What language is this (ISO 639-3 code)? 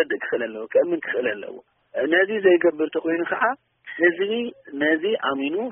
tir